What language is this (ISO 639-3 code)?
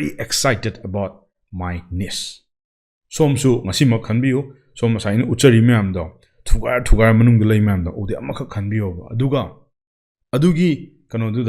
mni